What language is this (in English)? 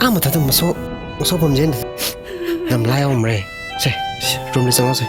Tangkhul Naga (India)